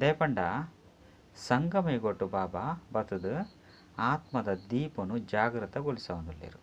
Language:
Tulu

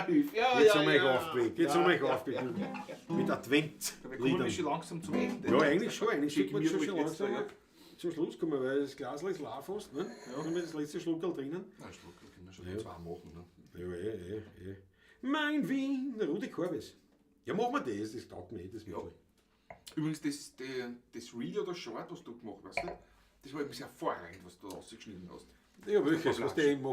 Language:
Bavarian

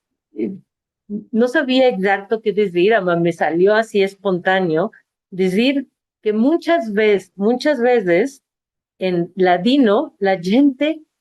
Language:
Ladino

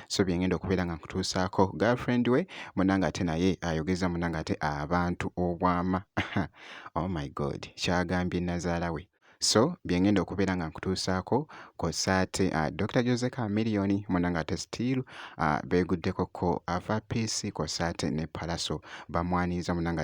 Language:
Ganda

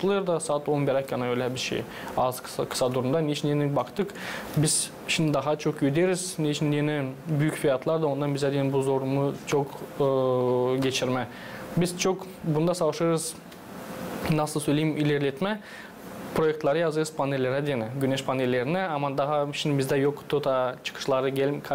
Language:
Gagauz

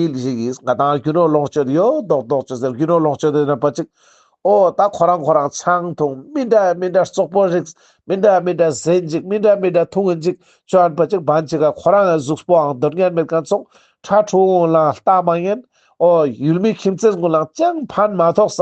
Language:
Ladakhi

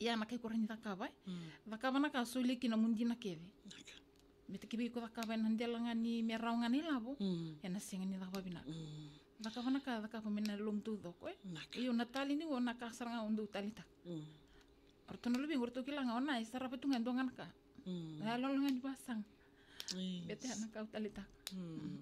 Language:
Fijian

